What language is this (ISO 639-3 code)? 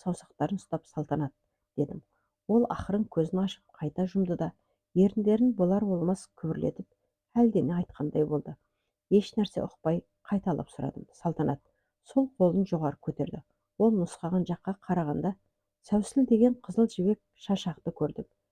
kaz